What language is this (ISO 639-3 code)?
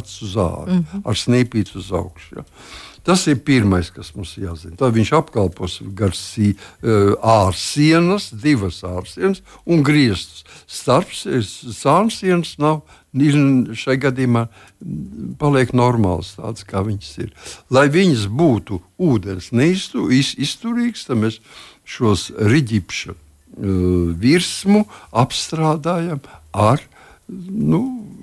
lav